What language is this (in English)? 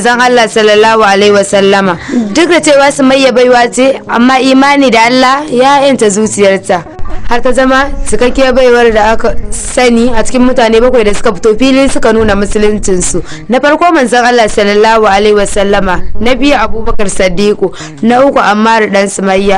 Hausa